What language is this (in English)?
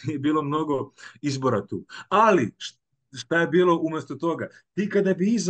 Serbian